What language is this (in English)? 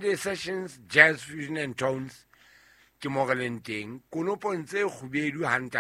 Southern Sotho